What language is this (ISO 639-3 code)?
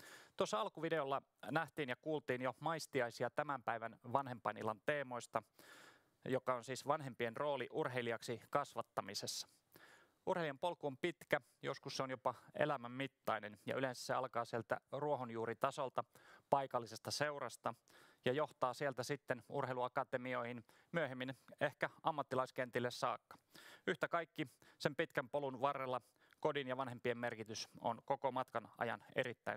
fin